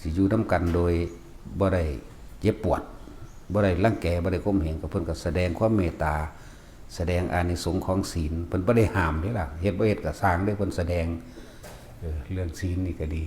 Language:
Lao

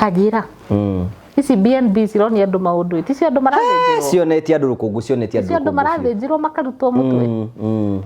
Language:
Kikuyu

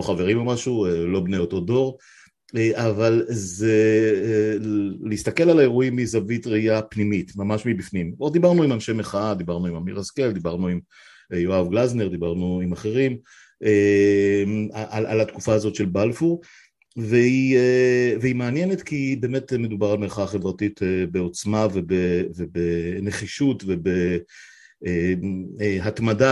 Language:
Hebrew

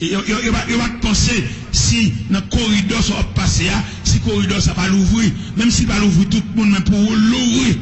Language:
Haitian Creole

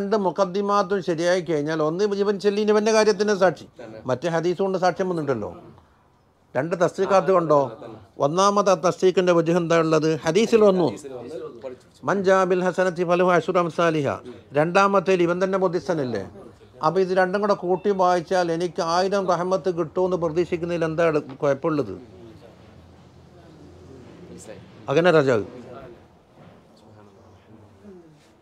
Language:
Malayalam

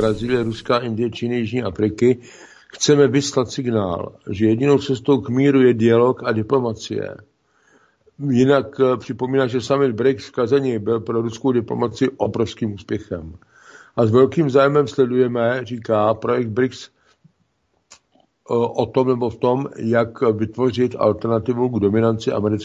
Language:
Czech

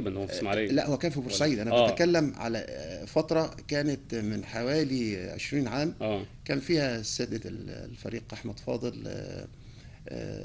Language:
Egyptian Arabic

